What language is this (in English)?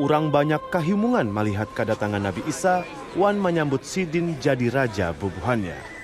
Banjar